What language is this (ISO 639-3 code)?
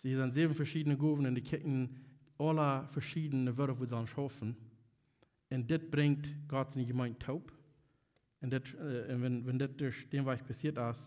pdt